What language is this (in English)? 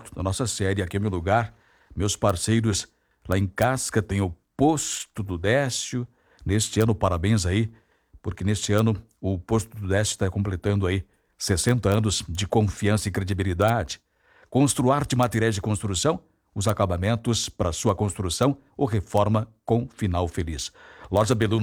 Portuguese